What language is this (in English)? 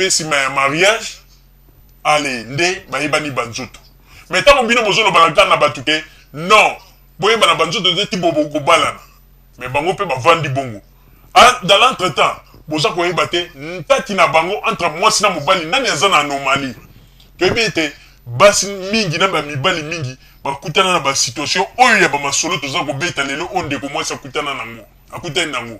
Lingala